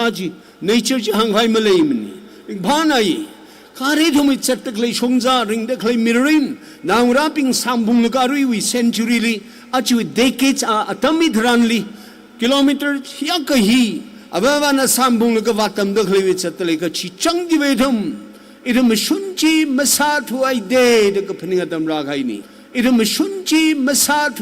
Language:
Tangkhul Naga (India)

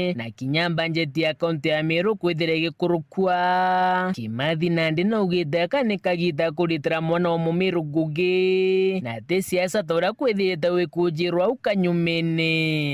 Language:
Meru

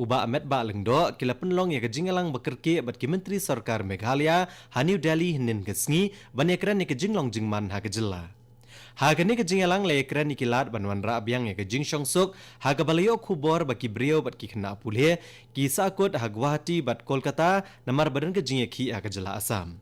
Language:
Khasi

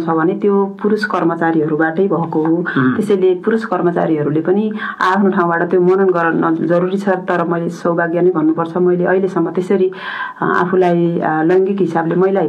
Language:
Nepali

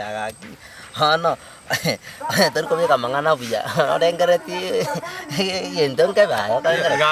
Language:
Gusii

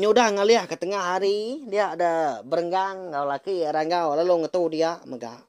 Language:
Iban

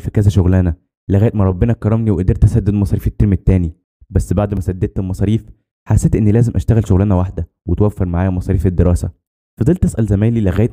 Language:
Egyptian Arabic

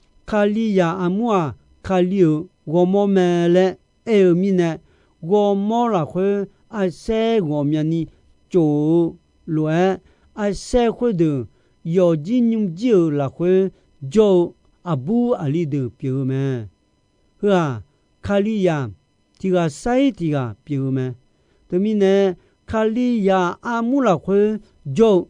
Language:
Akha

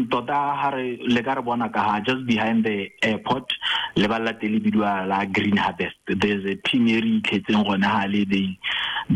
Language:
Tswana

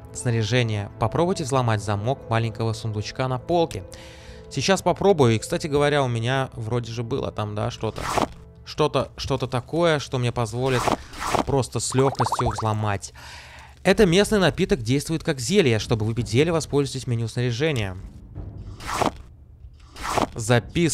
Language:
Russian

